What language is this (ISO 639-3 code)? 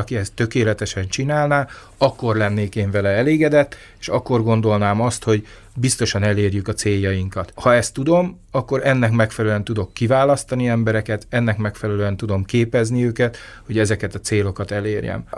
hun